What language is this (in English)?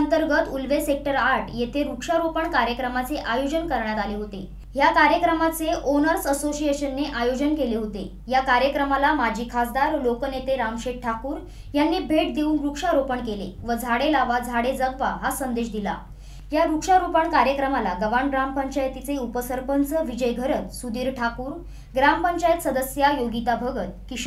Marathi